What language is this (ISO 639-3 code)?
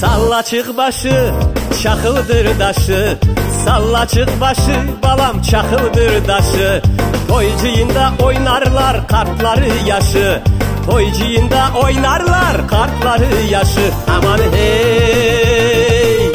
crh